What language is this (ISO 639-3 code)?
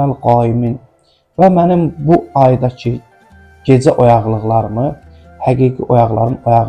aze